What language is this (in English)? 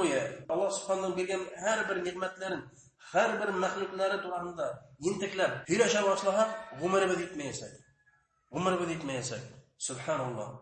Bashkir